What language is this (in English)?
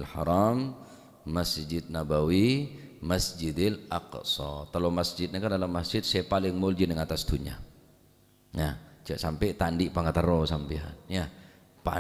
Madurese